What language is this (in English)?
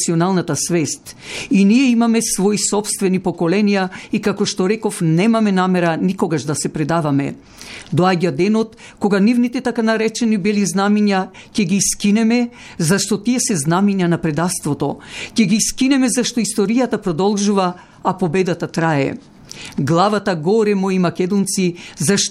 Macedonian